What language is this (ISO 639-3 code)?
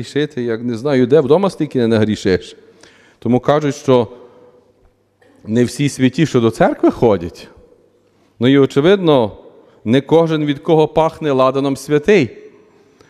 ukr